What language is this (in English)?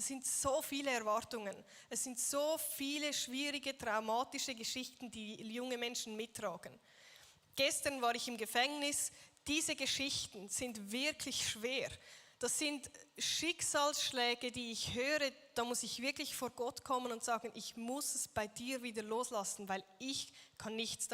Swiss German